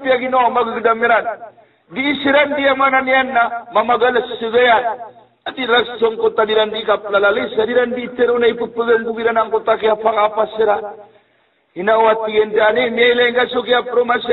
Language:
Maranao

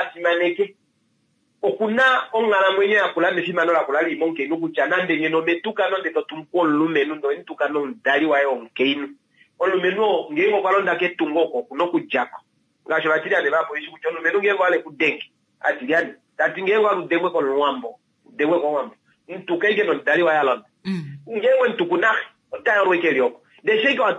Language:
Kuanyama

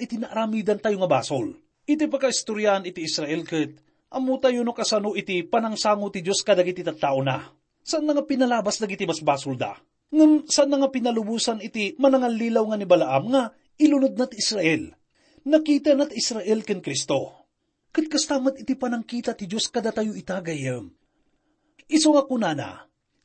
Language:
Iloko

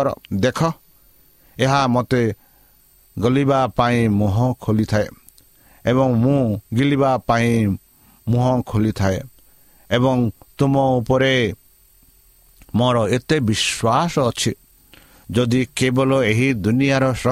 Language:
Odia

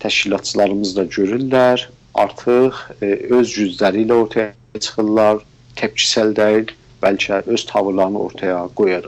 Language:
South Azerbaijani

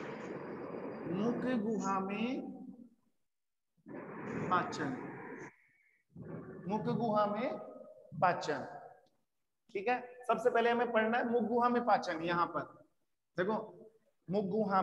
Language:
Hindi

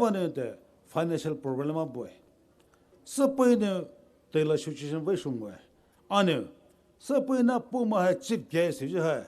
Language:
Poumei Naga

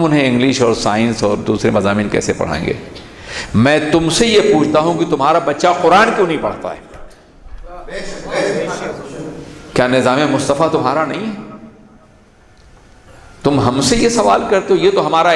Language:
Urdu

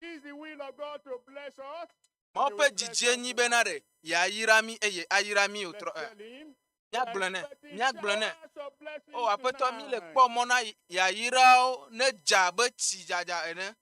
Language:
Ewe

